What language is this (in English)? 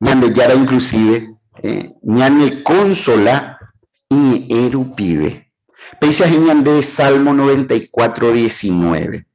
Guarani